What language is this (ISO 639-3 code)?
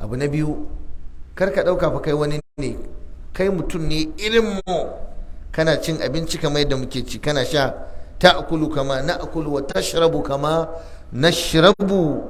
hau